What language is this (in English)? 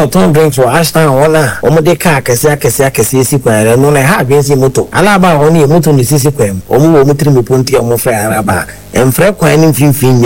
Akan